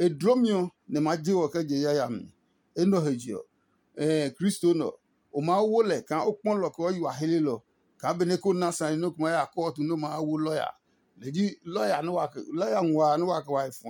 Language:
Adangme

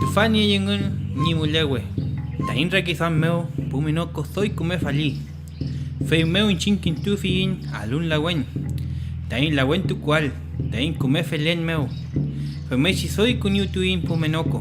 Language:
Mapuche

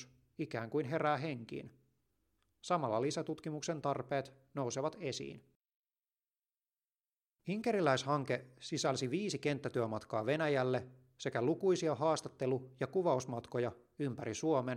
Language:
Finnish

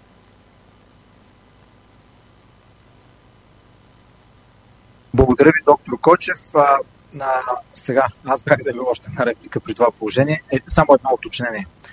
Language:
Bulgarian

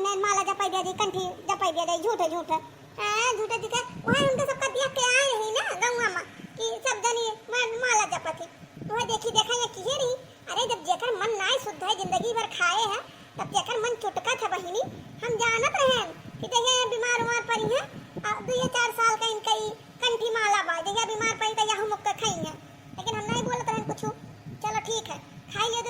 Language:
Awadhi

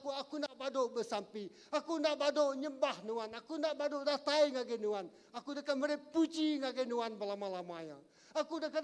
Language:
Iban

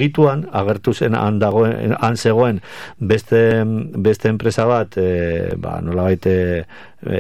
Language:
Basque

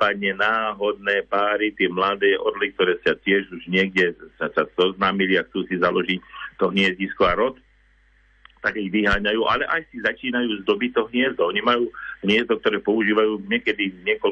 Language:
Slovak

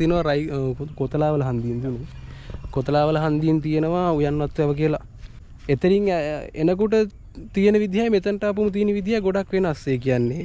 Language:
Sinhala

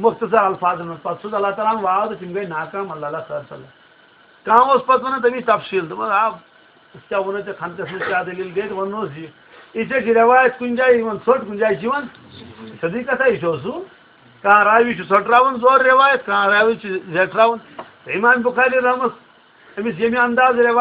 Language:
Kashmiri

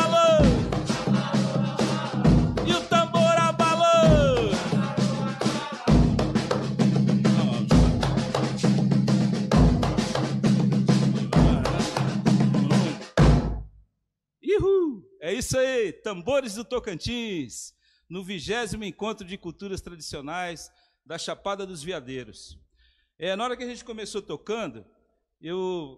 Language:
Portuguese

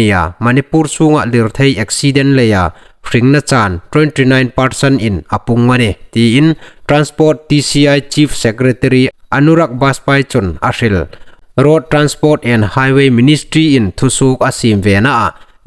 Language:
Hmar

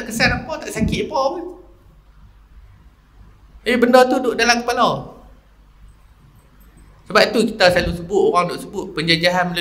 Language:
Malay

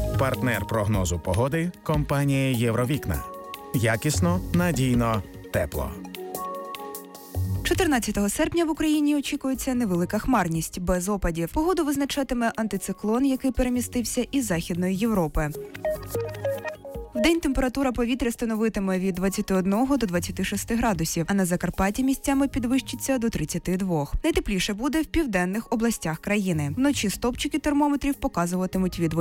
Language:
Ukrainian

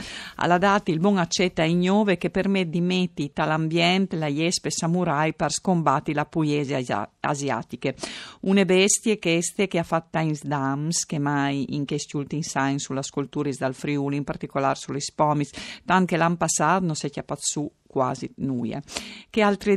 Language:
Friulian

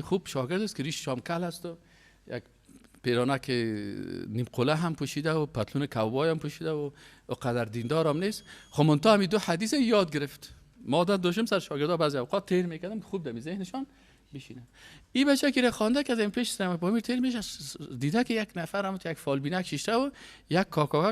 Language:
Persian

